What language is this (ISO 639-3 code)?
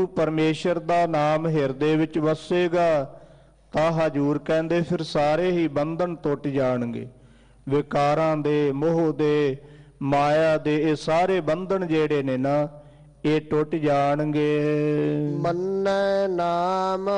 pan